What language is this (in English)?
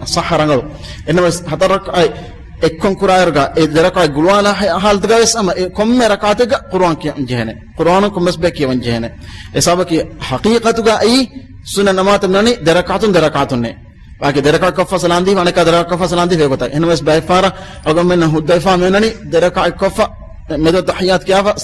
Divehi